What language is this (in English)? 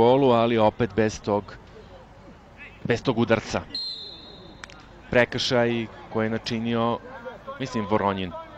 Serbian